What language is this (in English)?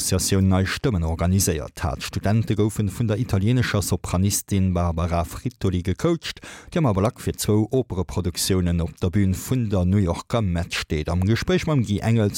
Luxembourgish